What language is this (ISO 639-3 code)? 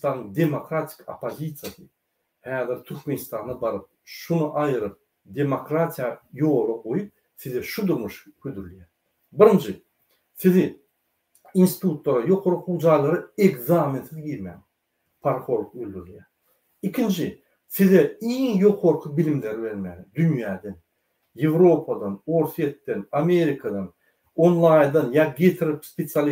tuk